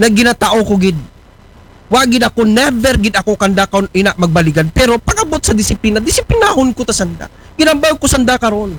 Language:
Aklanon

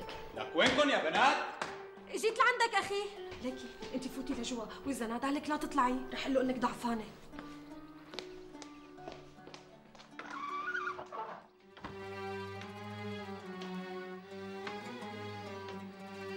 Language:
North Levantine Arabic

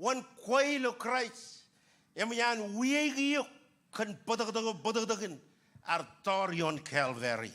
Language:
Marshallese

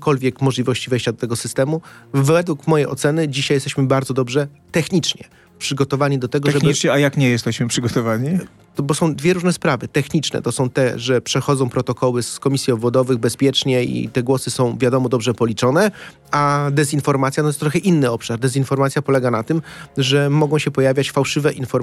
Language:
Polish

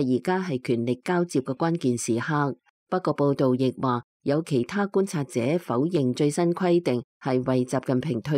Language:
Cantonese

